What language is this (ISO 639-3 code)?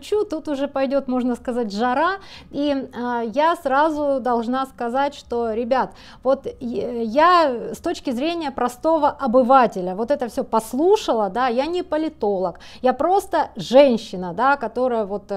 rus